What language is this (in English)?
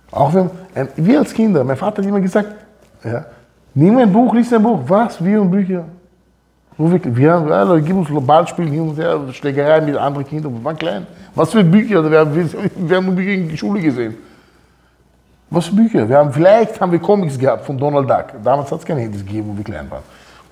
German